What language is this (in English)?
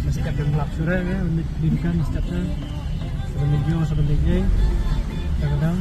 Khasi